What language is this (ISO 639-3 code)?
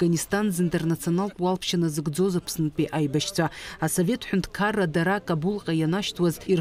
abk